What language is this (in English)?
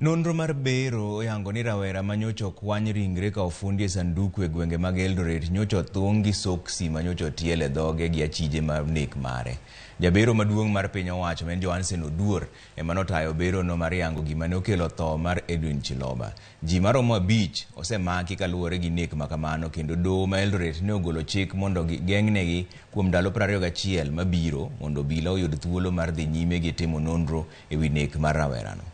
Luo (Kenya and Tanzania)